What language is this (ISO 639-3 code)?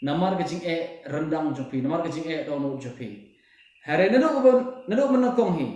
kha